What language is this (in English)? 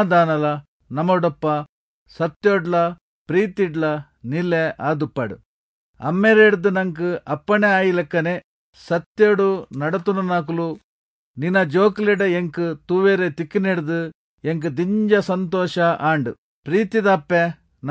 Tulu